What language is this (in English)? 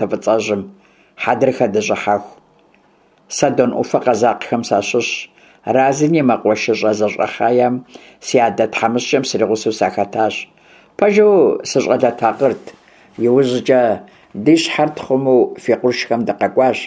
Kabardian